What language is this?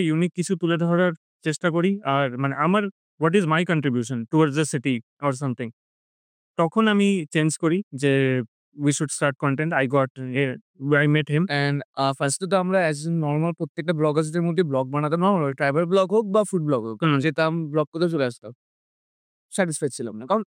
Bangla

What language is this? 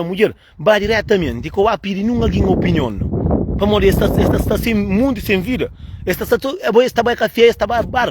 Kabuverdianu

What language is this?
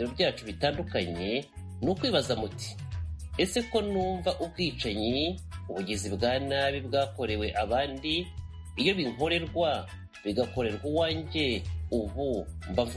Kinyarwanda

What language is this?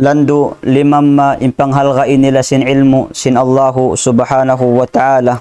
Tausug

